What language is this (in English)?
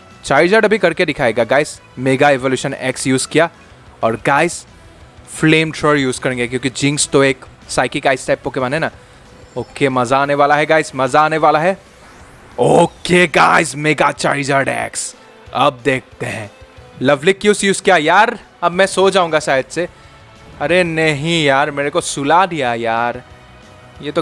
Hindi